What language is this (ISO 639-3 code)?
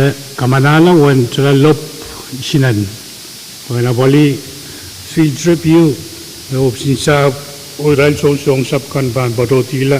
pon